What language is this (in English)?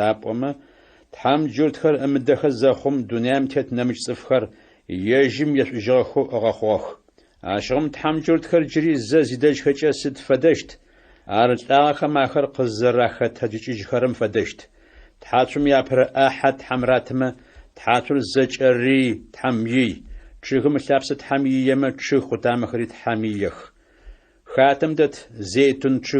Adyghe